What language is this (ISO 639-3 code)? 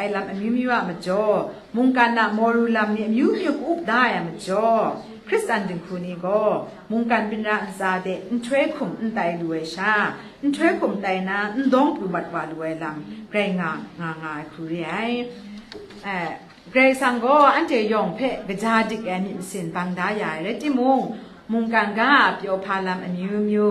kac